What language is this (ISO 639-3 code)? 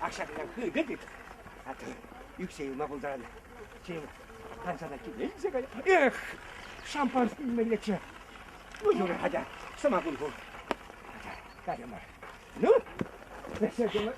chv